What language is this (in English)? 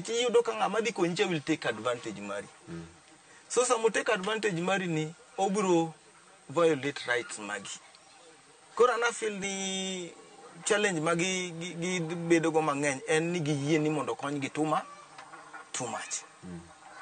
Luo (Kenya and Tanzania)